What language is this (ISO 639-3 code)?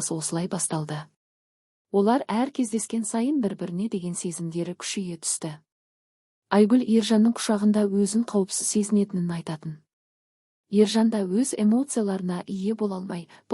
kaz